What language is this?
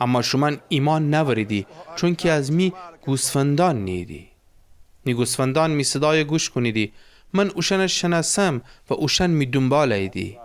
Gilaki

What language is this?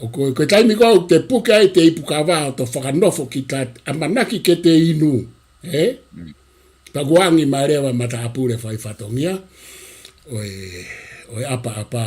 Tongan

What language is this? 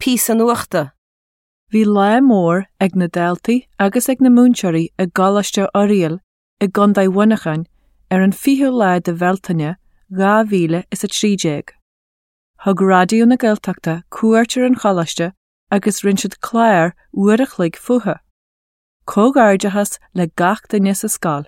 Irish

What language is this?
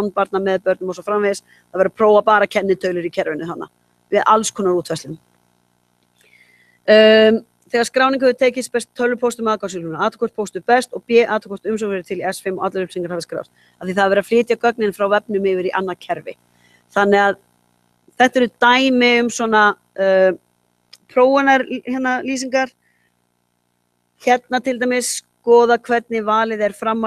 Icelandic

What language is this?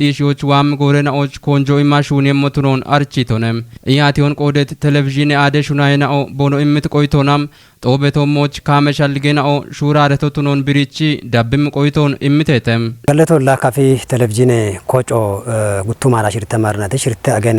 Kafa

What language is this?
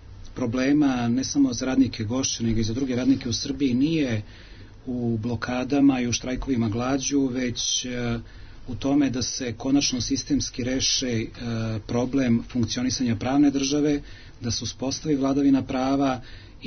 Serbian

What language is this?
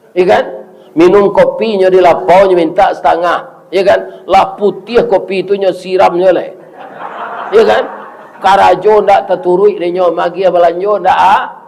Minangkabau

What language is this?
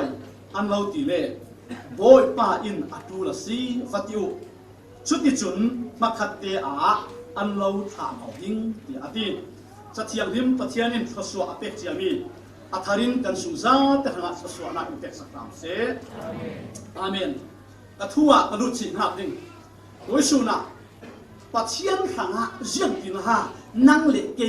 Falam Chin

